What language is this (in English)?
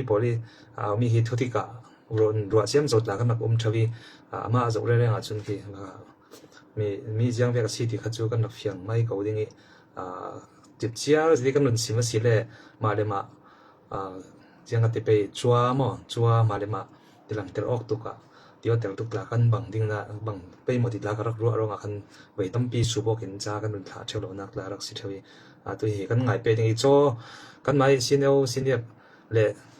Falam Chin